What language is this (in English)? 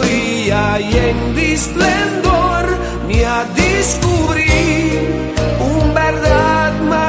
Papiamento